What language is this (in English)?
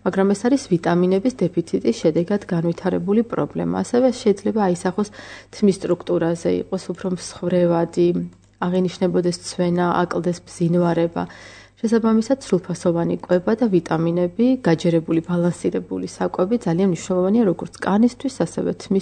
Georgian